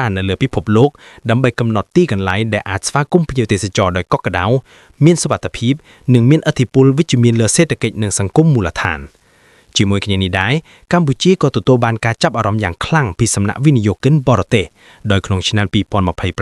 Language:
Khmer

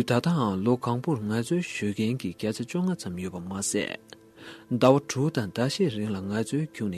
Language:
Tibetan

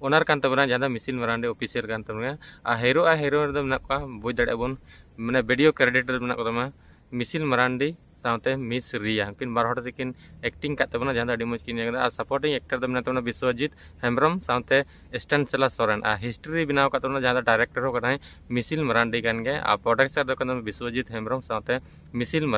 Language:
Santali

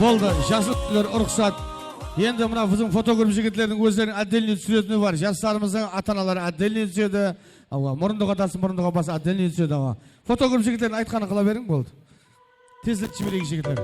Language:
Kara-Kalpak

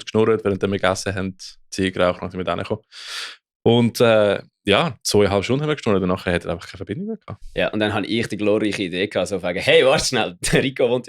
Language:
Swiss German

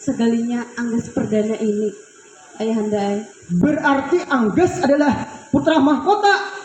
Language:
Banjar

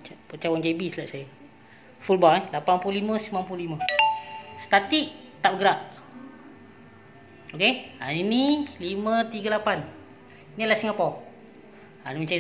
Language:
Malay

